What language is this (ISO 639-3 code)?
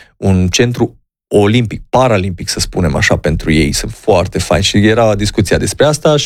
ron